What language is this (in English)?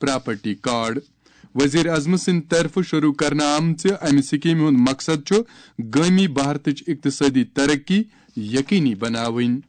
Kashmiri